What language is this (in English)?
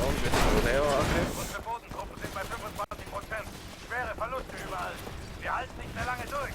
Swiss German